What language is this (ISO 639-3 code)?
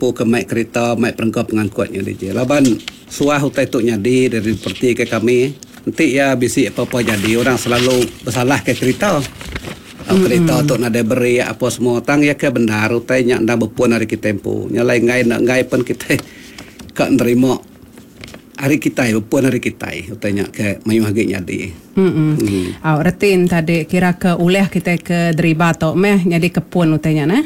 iba